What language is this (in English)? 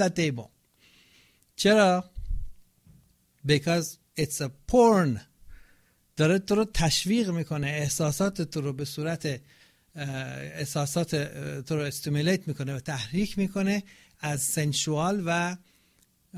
Persian